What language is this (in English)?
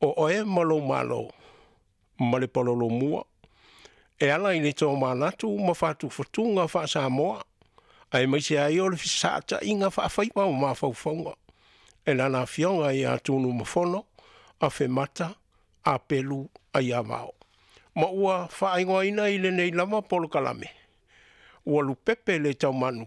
Samoan